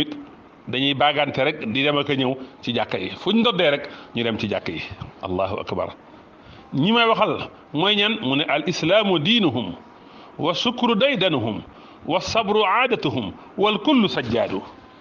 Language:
Wolof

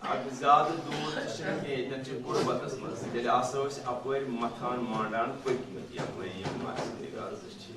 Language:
Kashmiri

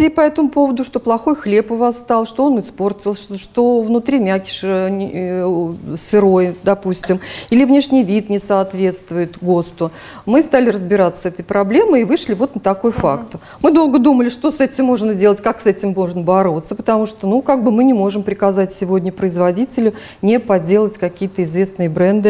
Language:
Russian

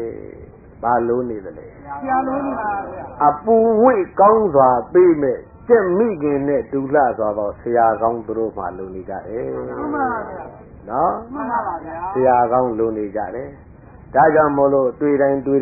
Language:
Burmese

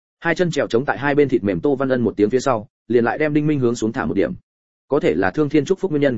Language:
Vietnamese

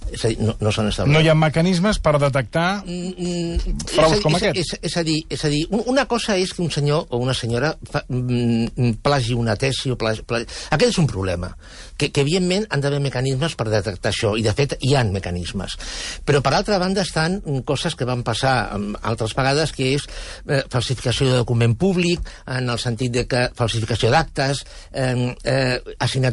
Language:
Catalan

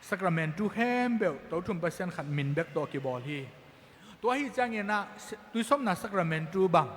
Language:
Tedim Chin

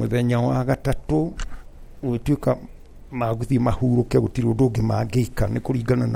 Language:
Kikuyu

